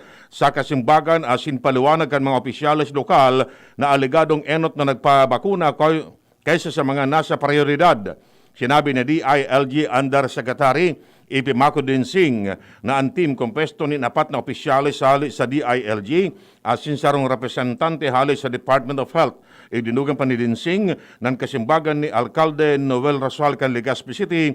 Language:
Bikol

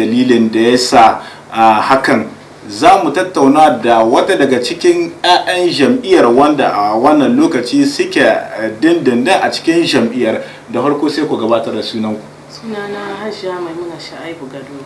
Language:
Hausa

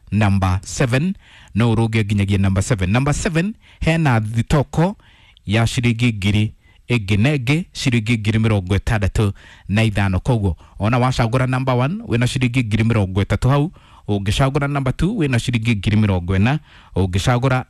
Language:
Kikuyu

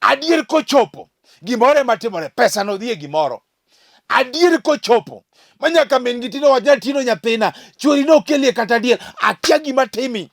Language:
Luo (Kenya and Tanzania)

